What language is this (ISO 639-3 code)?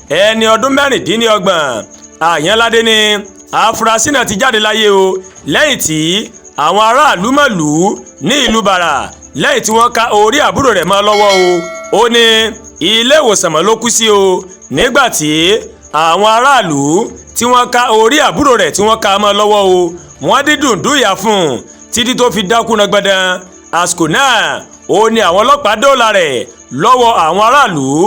yor